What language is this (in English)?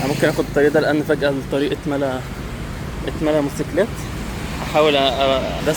Egyptian Arabic